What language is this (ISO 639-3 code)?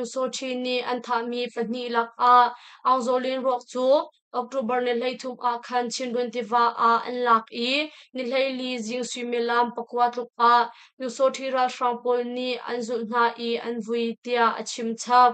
cnh